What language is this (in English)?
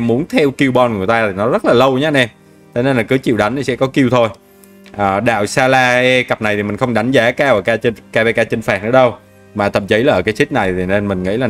Vietnamese